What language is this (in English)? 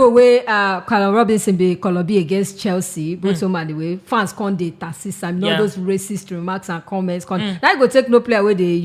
Nigerian Pidgin